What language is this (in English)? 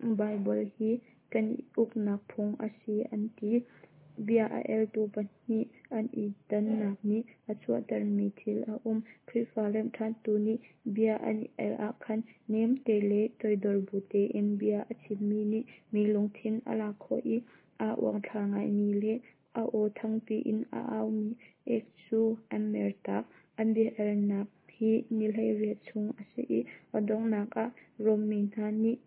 Hakha Chin